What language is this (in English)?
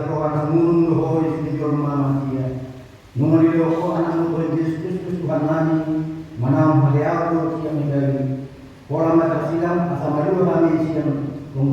Batak Toba